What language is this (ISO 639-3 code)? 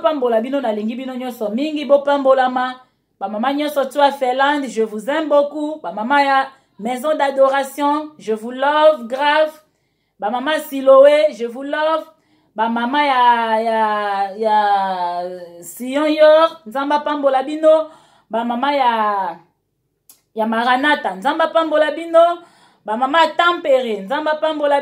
lin